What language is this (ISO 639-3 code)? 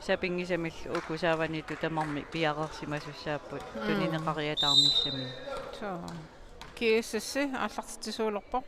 kal